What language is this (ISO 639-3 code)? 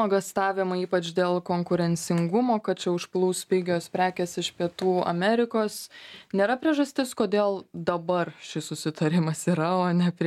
lit